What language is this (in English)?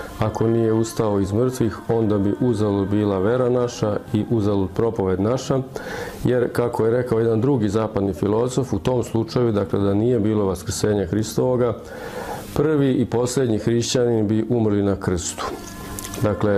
Serbian